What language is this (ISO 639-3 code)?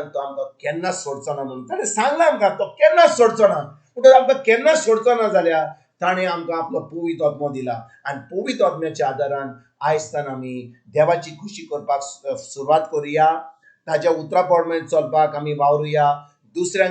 kok